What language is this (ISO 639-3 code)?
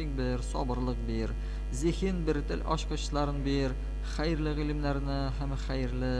tat